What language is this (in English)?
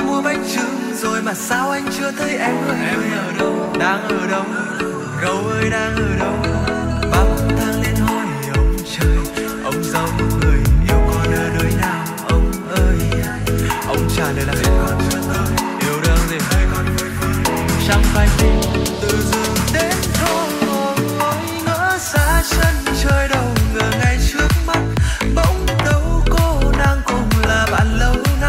Vietnamese